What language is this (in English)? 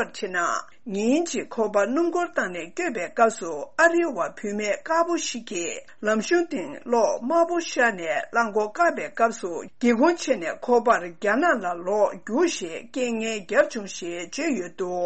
Tibetan